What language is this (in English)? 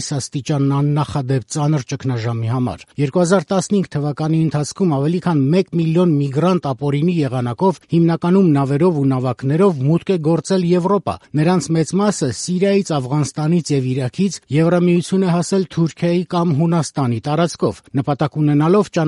Armenian